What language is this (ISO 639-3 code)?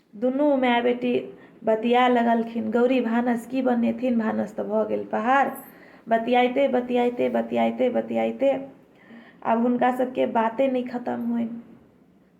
mai